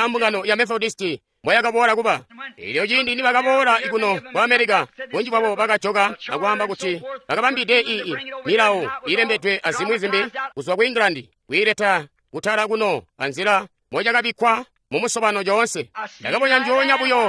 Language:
Tonga (Zambia)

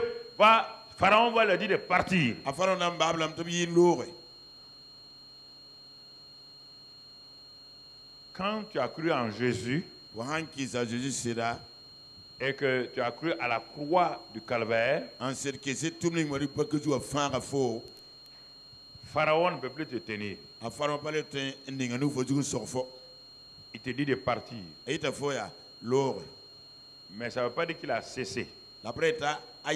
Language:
French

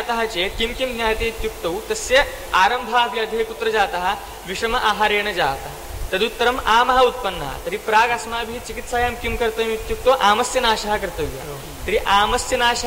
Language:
Sanskrit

